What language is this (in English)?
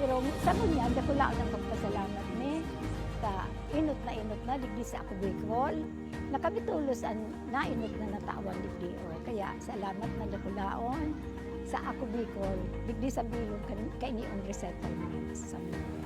Bikol